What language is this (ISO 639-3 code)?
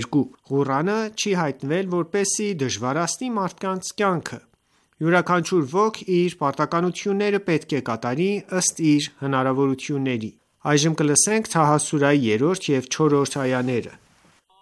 hye